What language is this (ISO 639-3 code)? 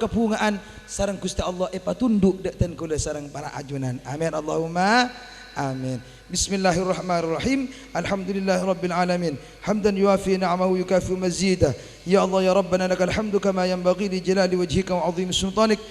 mad